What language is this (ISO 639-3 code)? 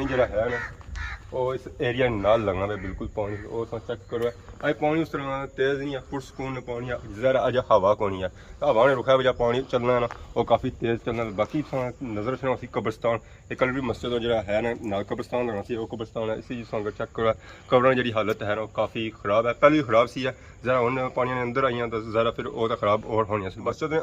phr